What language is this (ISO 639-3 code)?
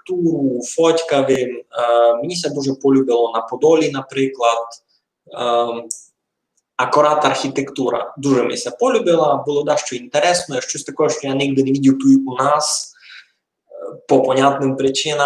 rue